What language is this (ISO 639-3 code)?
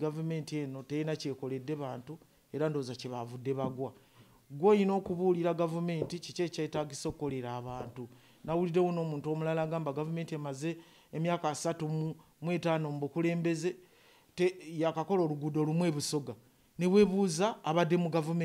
lug